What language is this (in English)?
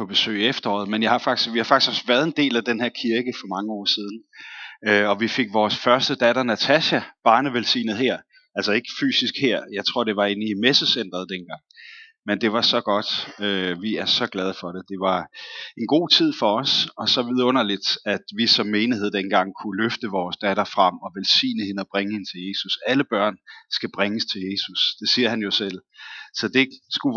Danish